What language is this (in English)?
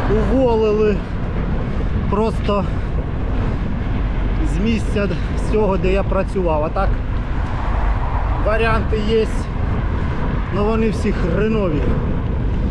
Ukrainian